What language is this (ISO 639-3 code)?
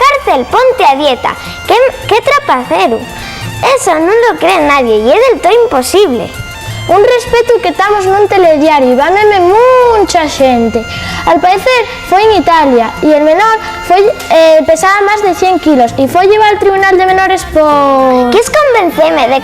ast